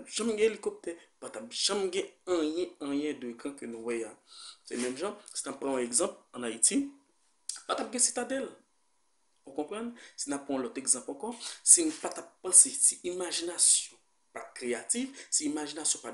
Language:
Haitian Creole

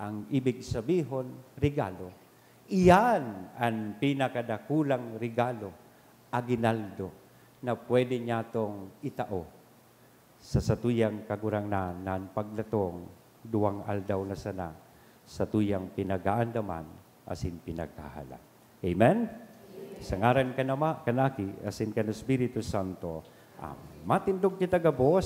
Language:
Bikol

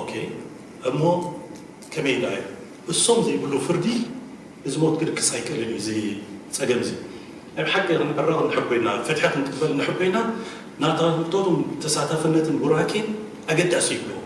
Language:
Tigrinya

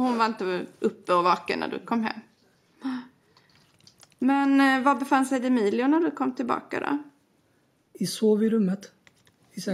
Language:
Swedish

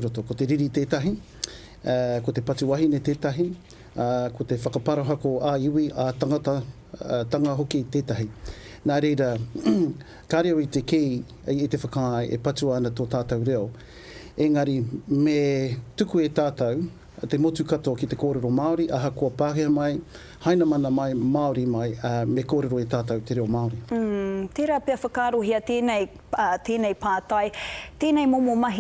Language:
Māori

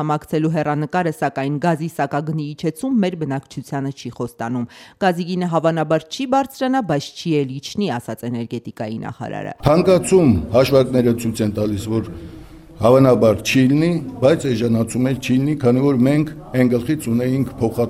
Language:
Armenian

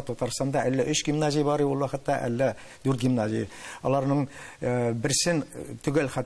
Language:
Tatar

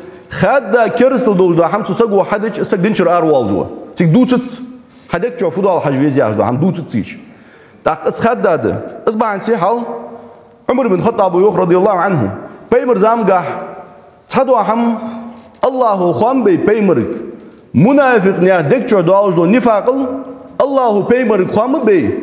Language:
Ingush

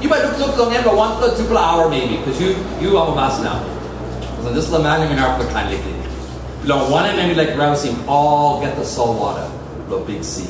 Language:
Tok Pisin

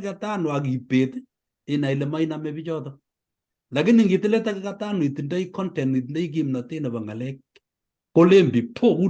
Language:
Kalenjin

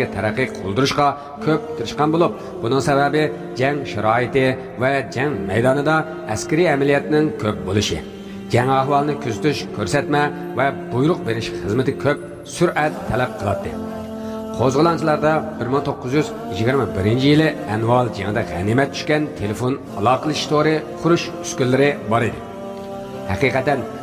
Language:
Uyghur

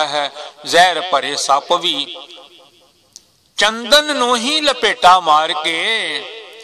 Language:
Punjabi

